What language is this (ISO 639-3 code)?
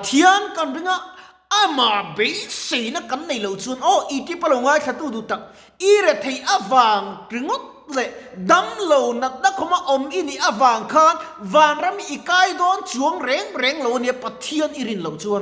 lus